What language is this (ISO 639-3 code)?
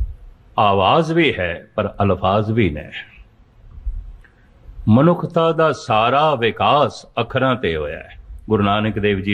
pan